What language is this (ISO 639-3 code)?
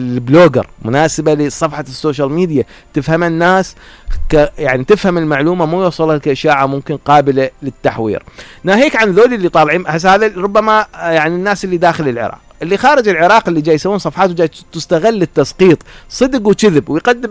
acm